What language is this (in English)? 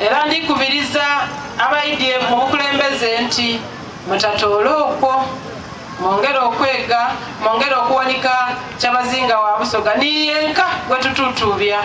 Soga